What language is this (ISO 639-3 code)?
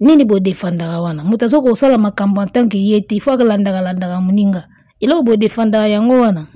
lin